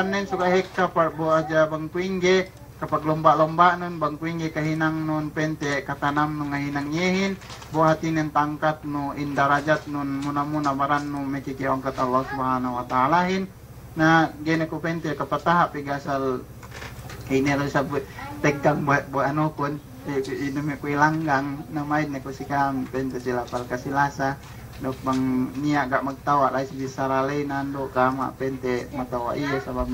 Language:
Yakan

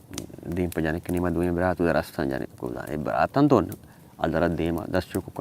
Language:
Baluchi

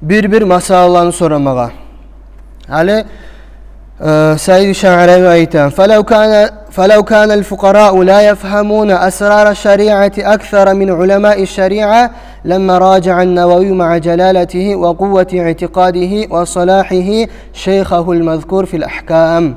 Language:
Kumyk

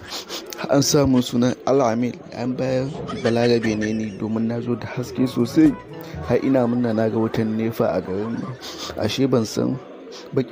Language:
Hausa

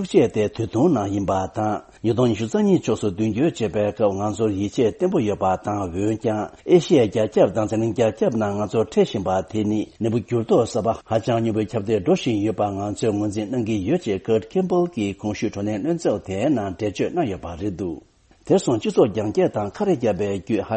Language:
Tibetan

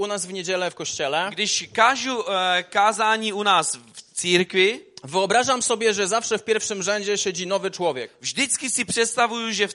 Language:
Polish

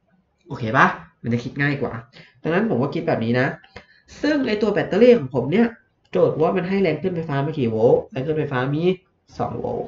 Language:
Thai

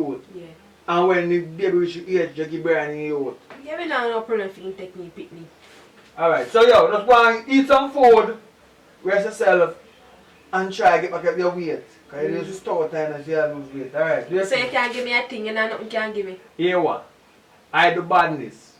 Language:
Jamaican Creole English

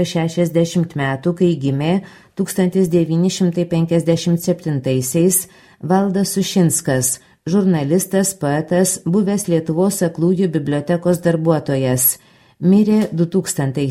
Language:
Lithuanian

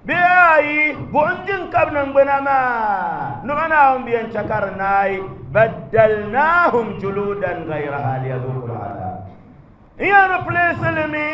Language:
Dagbani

